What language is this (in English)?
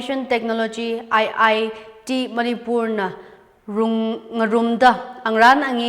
Tangkhul Naga (India)